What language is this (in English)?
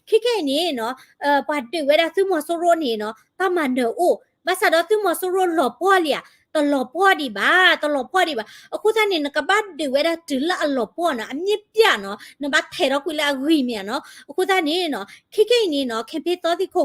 S'gaw Karen